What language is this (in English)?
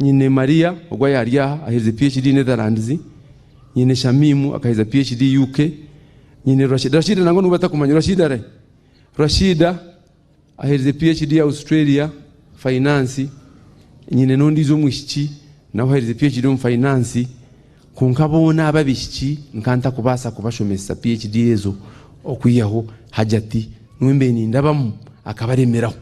Nyankole